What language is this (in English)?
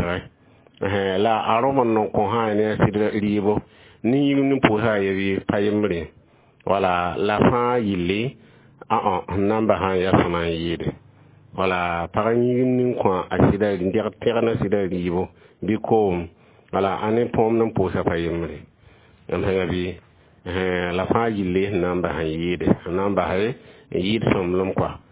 Mossi